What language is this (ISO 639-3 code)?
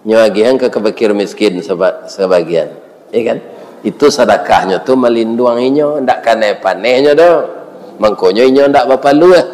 min